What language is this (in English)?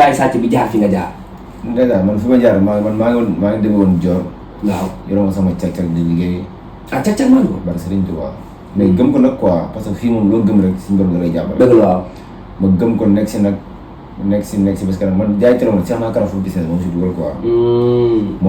Wolof